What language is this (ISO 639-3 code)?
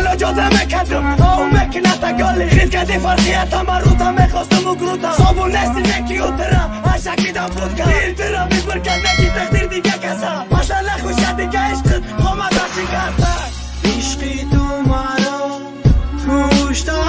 fas